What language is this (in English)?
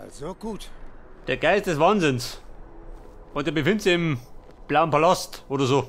Bavarian